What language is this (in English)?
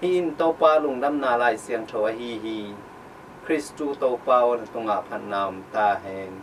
Tedim Chin